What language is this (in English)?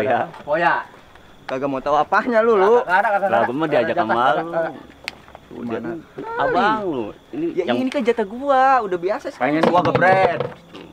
Betawi